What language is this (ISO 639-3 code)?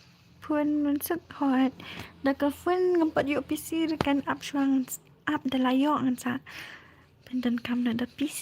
kha